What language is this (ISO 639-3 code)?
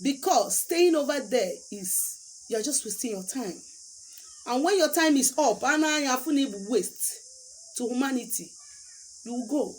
ibo